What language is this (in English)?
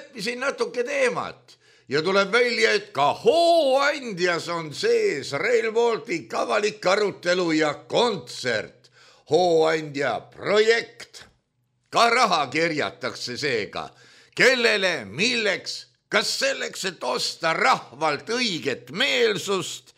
Estonian